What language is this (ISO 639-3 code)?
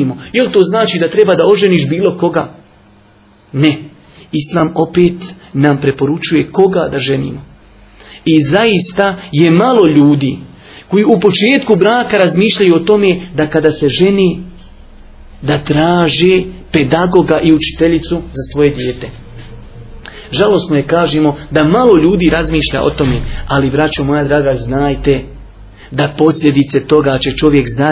bos